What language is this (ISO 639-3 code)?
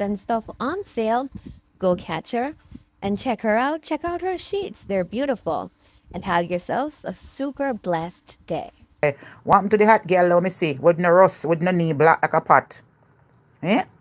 jam